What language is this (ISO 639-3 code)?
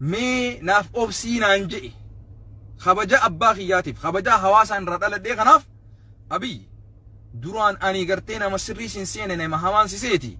orm